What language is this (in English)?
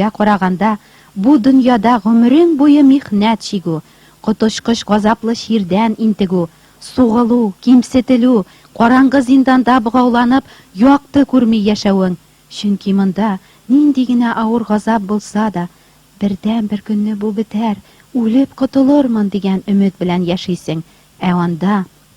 Tatar